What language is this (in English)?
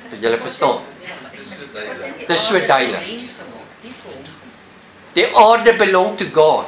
Afrikaans